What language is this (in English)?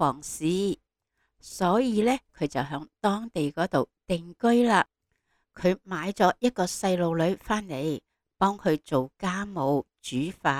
Cantonese